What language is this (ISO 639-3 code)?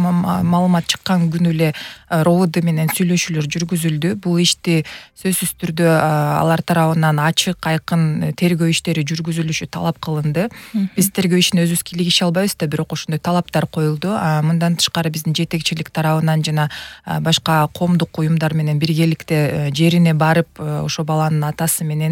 kir